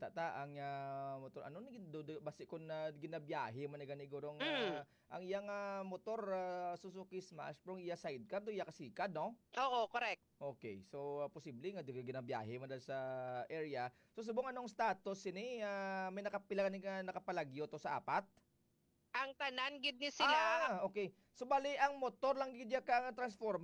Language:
Hiligaynon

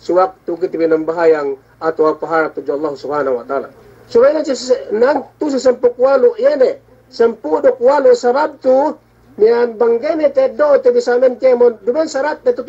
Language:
Yakan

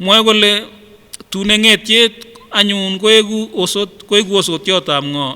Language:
Kipsigis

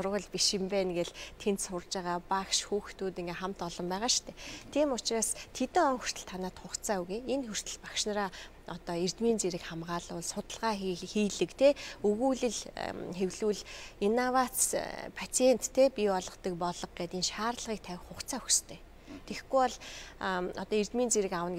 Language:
Mongolian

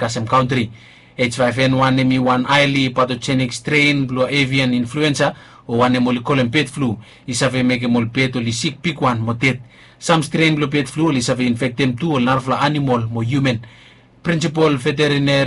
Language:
Bislama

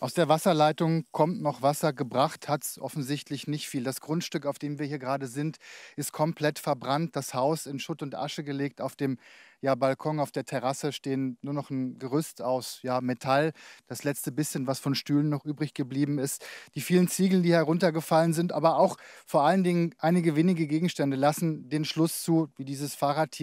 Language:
German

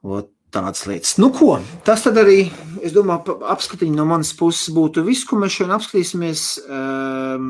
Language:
Latvian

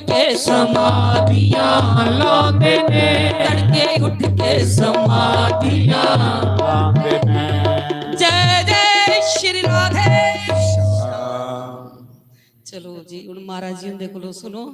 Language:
Dogri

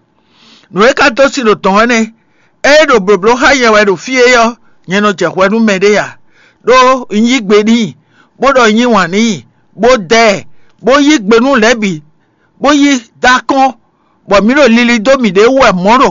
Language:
Fon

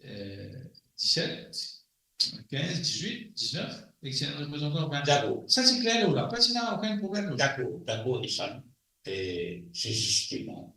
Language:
Morisyen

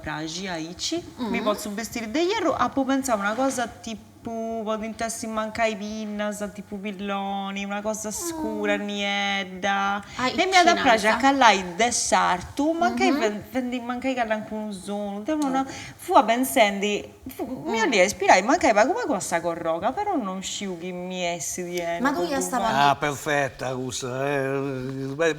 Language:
Sardinian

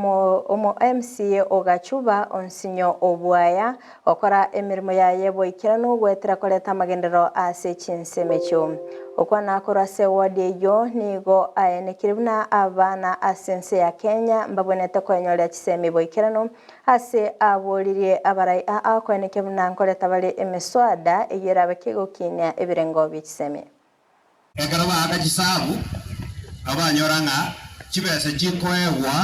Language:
Gusii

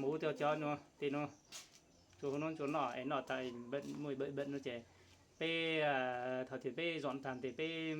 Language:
Hmong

